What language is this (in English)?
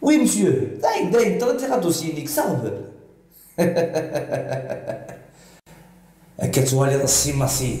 Kabyle